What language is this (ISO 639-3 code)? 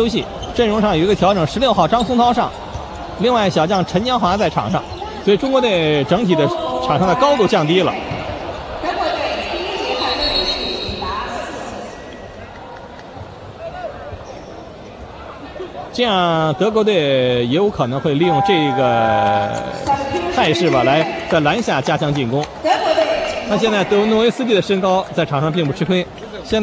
zho